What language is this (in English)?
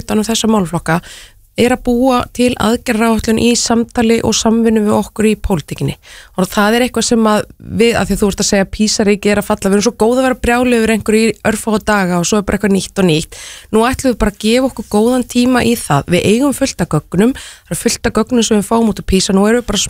Icelandic